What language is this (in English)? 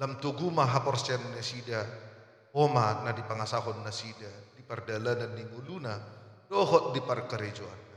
Batak Toba